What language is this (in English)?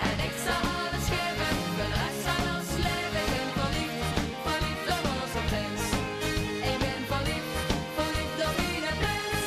Limburgish